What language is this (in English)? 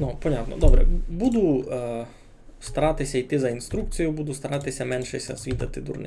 Rusyn